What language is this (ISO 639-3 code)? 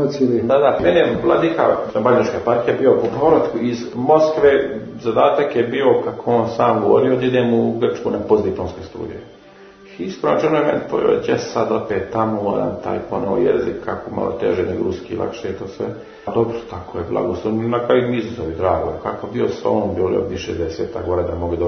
srp